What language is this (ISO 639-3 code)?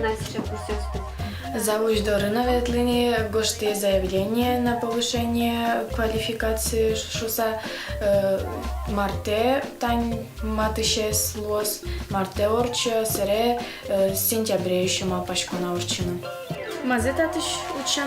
udm